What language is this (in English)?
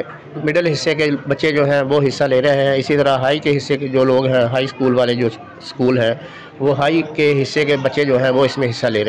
Hindi